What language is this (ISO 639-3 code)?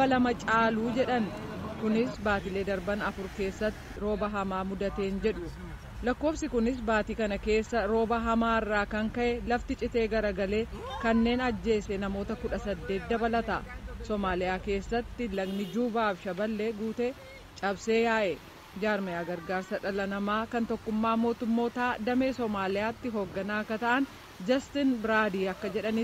orm